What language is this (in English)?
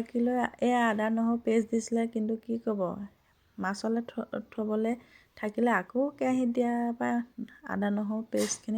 Assamese